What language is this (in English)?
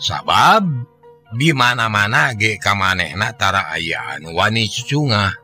Sundanese